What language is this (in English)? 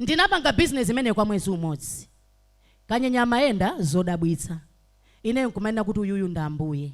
Nyanja